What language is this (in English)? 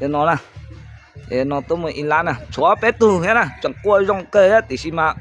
Hmong